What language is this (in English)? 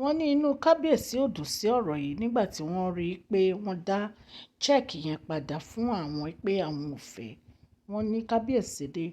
Yoruba